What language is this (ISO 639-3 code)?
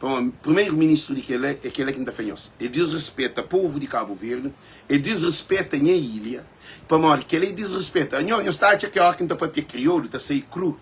kea